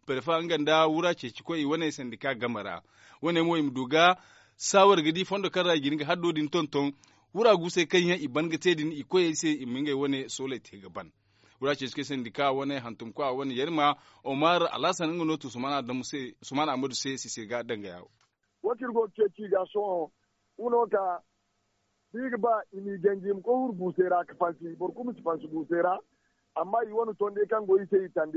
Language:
Zarma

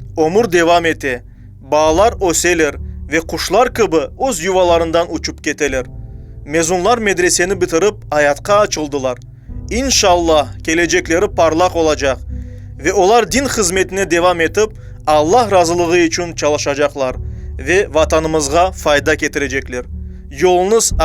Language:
Crimean Tatar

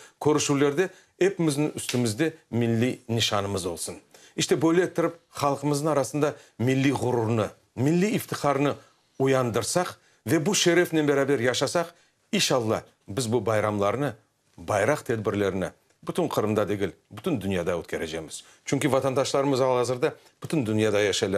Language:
Crimean Tatar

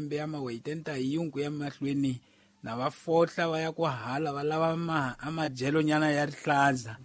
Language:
Tsonga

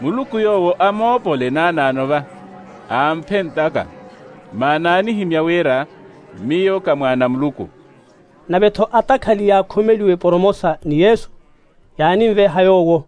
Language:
Makhuwa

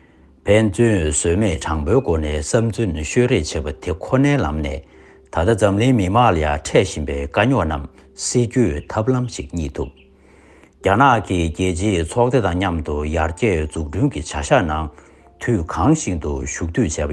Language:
Tibetan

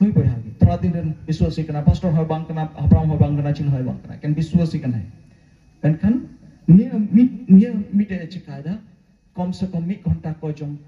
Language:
Santali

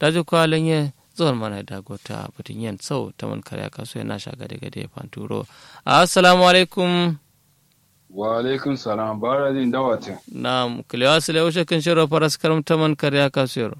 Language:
Kanuri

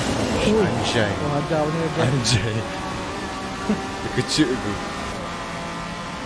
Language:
Malay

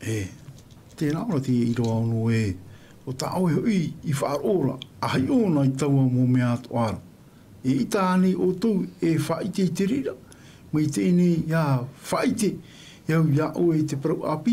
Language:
Tahitian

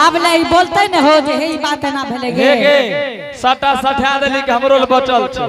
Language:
Angika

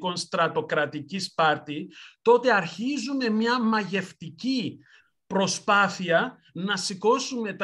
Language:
Greek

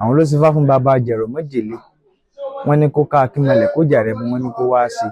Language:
Yoruba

